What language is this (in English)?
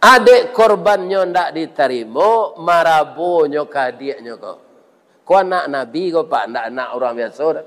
Minangkabau